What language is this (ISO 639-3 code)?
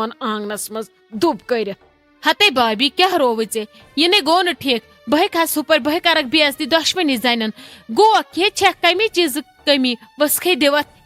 kas